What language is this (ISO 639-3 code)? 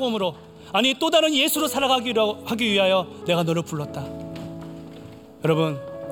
kor